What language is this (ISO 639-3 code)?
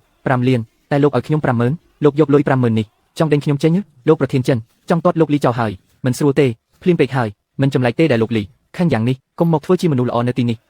khm